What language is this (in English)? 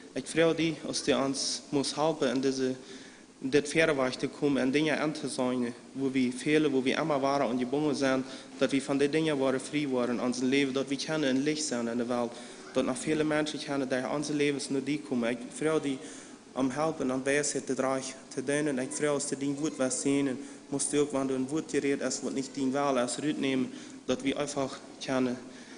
Plautdietsch